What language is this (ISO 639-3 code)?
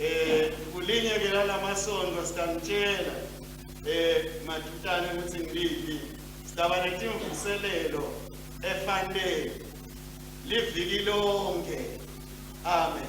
ssw